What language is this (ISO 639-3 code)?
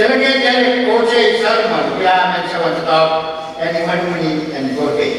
pon